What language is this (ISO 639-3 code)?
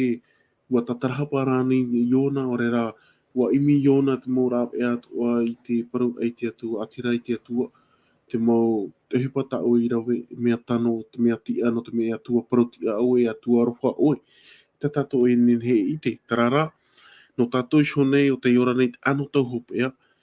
tah